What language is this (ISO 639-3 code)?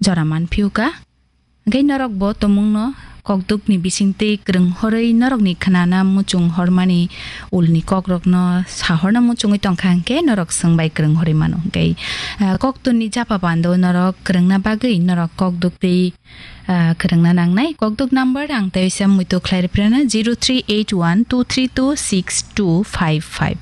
trp